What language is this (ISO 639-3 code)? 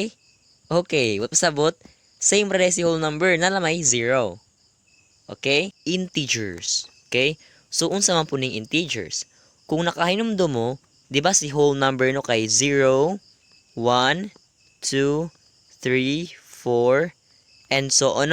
ceb